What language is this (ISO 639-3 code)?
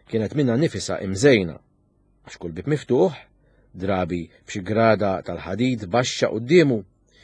mlt